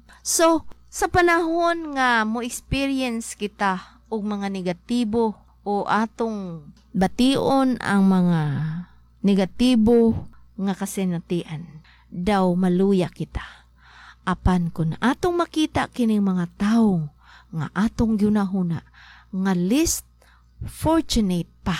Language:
Cebuano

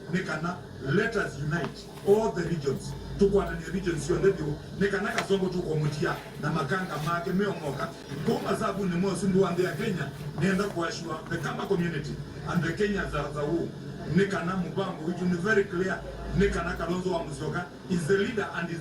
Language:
Kamba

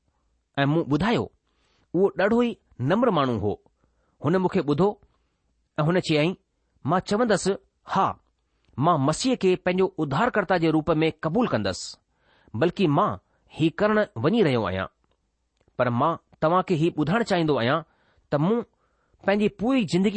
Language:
Sindhi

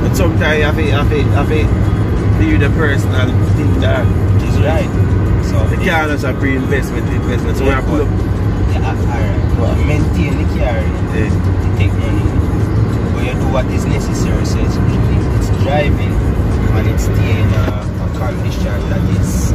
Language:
Jamaican Creole English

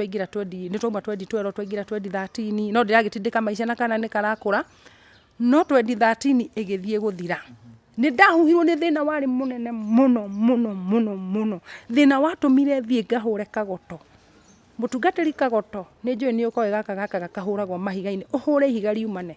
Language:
Kikuyu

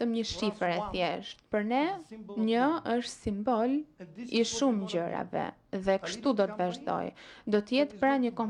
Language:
Albanian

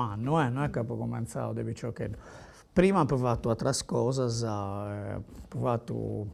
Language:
Sardinian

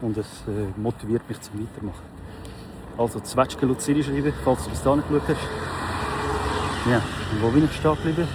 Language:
Swiss German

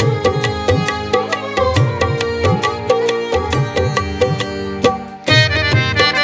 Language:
Punjabi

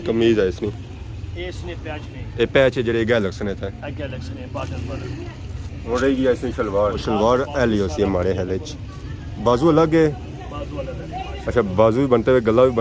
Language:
Pahari-Potwari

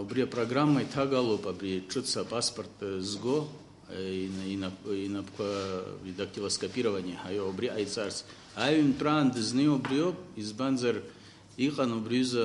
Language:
Abkhazian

